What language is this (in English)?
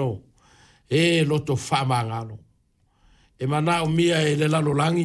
Samoan